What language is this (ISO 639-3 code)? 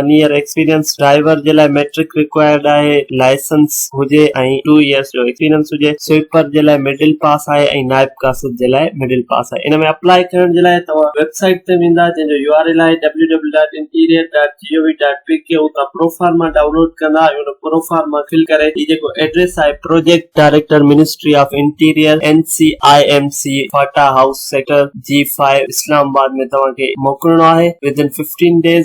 snd